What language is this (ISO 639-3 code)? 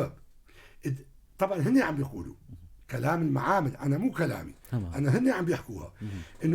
apc